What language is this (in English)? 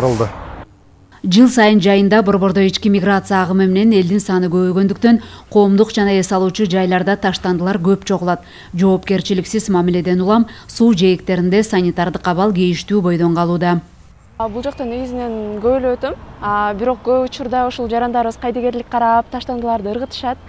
Kyrgyz